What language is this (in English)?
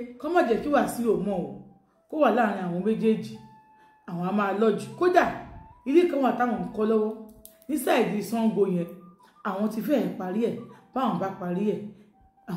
Yoruba